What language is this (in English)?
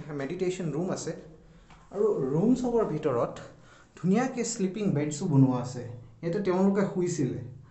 Assamese